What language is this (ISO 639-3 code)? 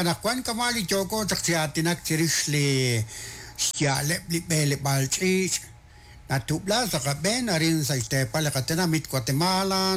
kek